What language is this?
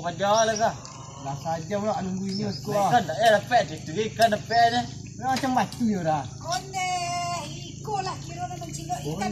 Minangkabau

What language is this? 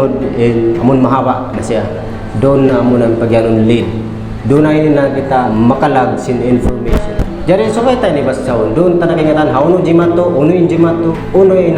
Tausug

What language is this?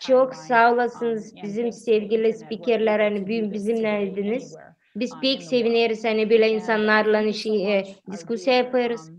Gagauz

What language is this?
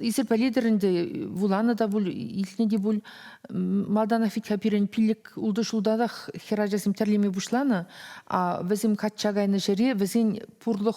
Chuvash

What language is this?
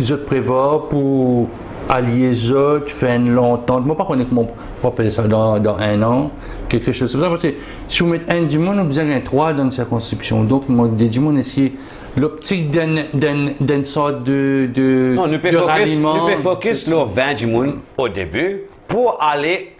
Morisyen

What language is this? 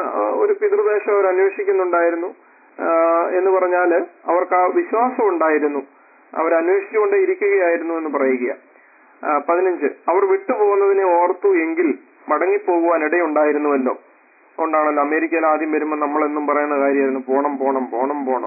Malayalam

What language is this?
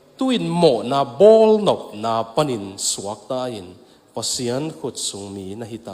Tedim Chin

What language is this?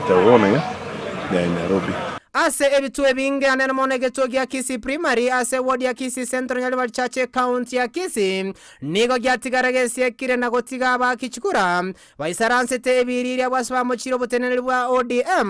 Gusii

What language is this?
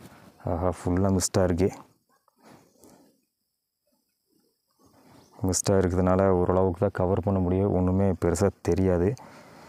Tamil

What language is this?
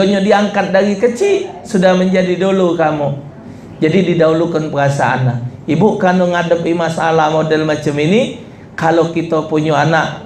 Musi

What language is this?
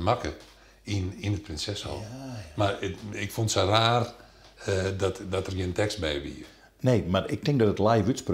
Western Frisian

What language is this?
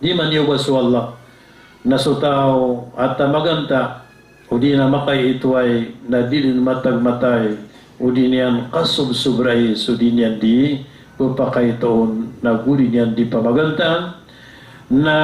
Maranao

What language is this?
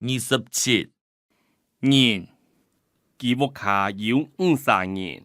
Hakka Chinese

